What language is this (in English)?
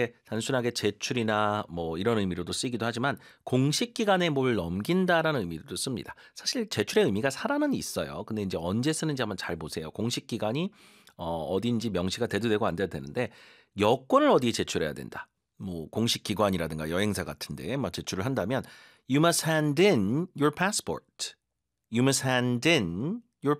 Korean